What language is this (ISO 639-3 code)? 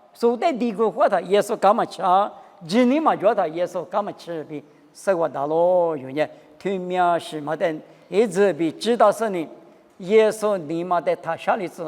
lis